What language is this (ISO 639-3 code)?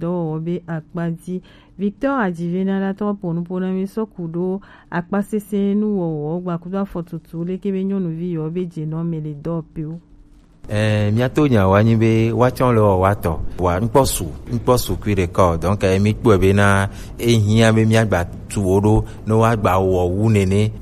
gej